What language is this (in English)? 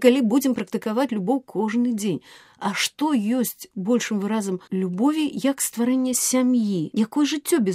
Belarusian